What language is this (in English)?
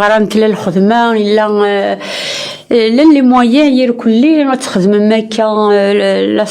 Kabyle